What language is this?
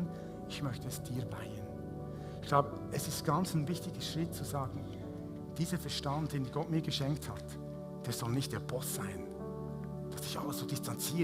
Swiss German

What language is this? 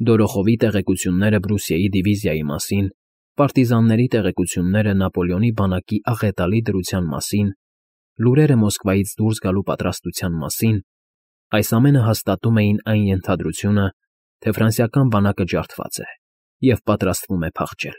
Armenian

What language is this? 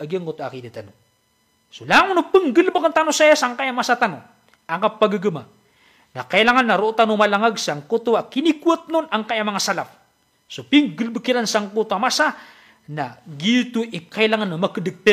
Maranao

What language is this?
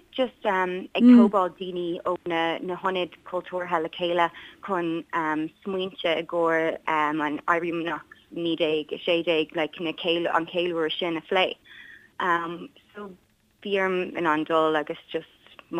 Irish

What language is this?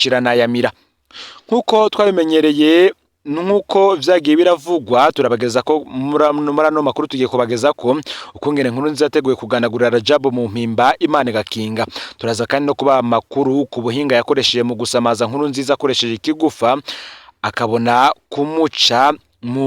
Rundi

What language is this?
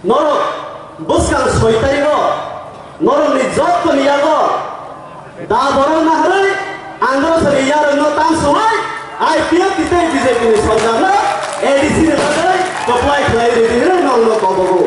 Kok Borok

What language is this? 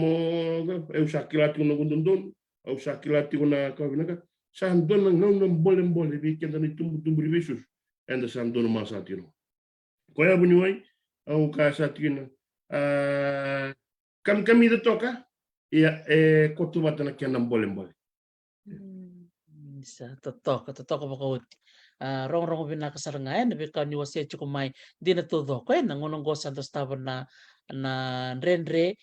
Fijian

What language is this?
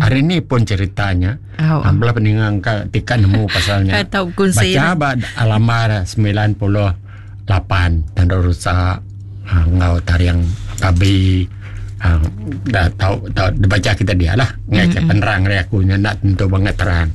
Iban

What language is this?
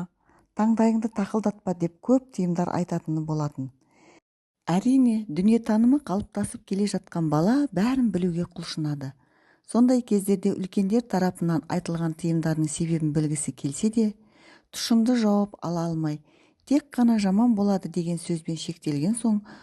Kazakh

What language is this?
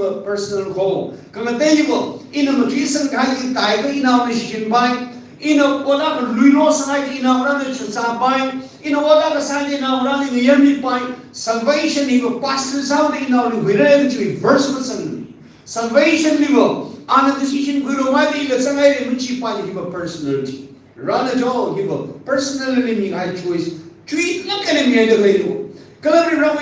Tangkhul Naga (India)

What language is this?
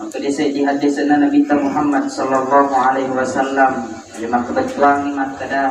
Buginese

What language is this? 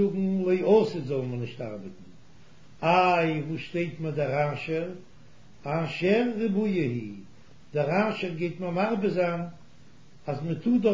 Yiddish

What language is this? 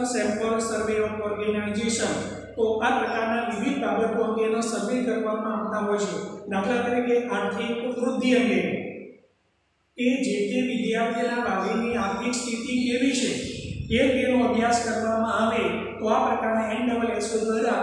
Gujarati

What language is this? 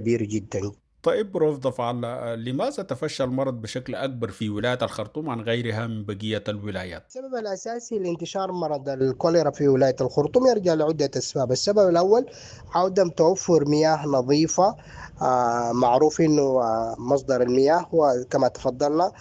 Sudanese Arabic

